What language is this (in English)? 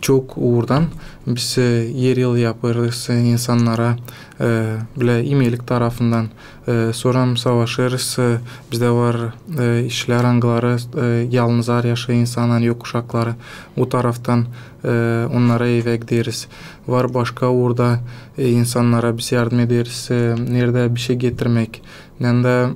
Gagauz